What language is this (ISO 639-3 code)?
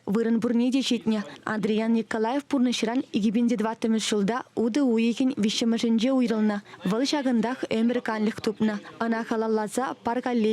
chv